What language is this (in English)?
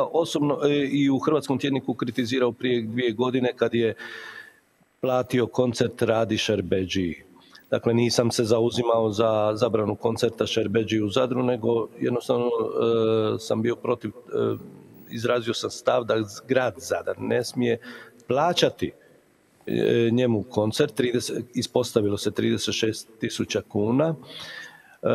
Croatian